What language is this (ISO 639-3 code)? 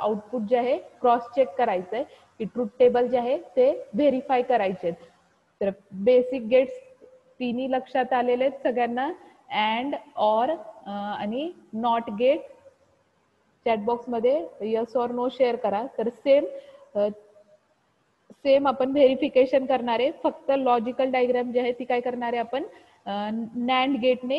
mar